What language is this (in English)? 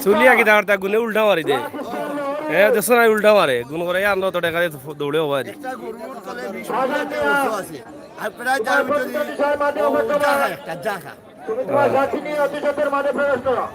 Sylheti